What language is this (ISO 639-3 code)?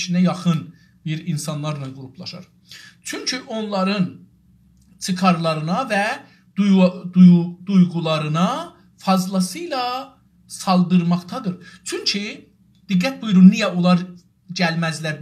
azb